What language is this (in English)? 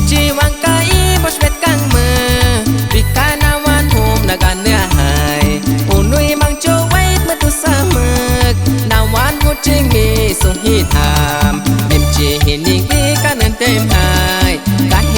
Aguaruna